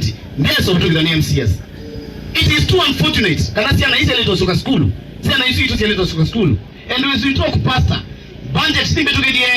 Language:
Kamba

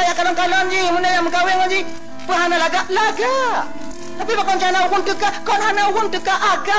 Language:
Achinese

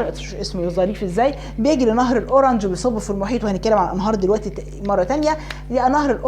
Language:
Egyptian Arabic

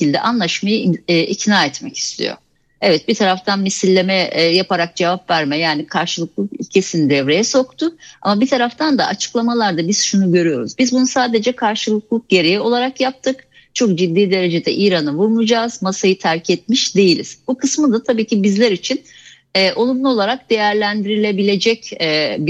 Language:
Turkish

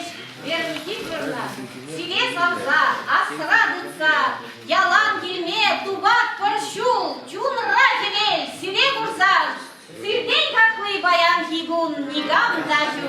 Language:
Chuvash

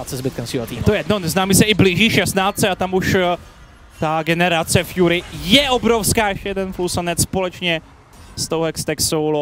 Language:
Czech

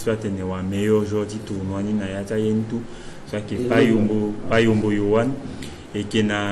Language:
Sango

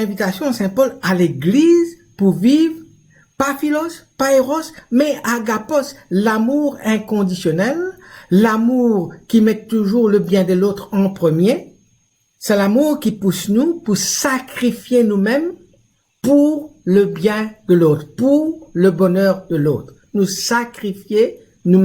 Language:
Morisyen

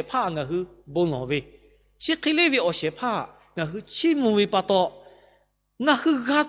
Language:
Lahu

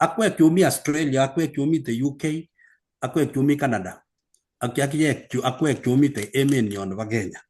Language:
Kalenjin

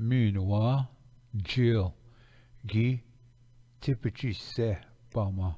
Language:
Ojibwa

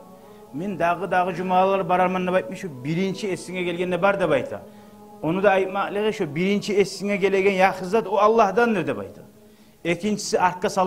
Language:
Kumyk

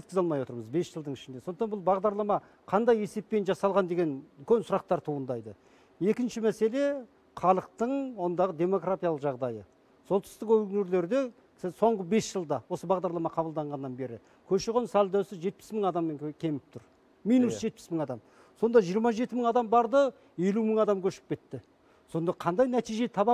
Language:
Kazakh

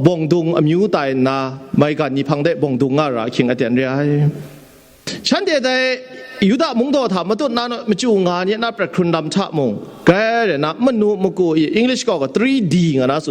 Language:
Kachin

